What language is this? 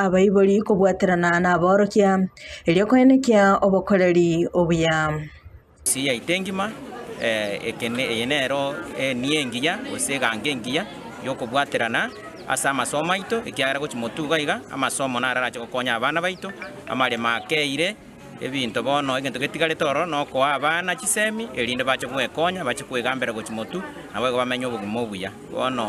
Gusii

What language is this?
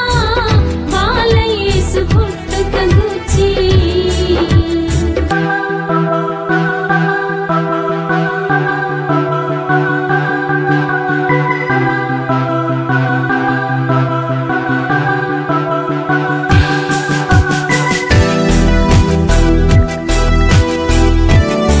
Telugu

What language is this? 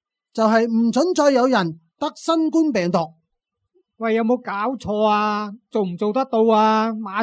Cantonese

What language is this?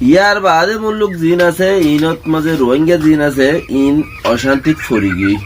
Rohingya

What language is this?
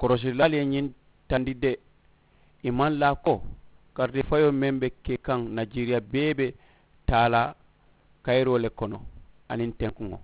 Mandingo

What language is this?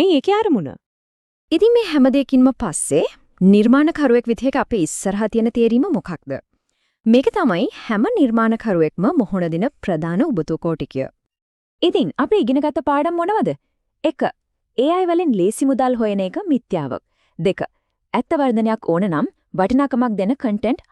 Sinhala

